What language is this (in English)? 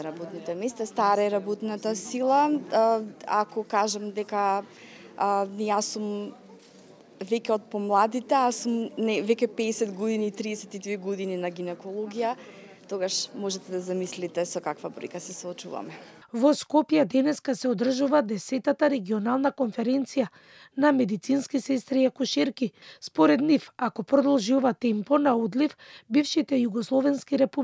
Macedonian